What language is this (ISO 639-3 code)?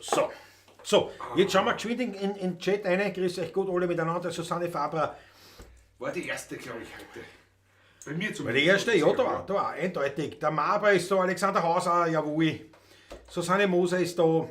bar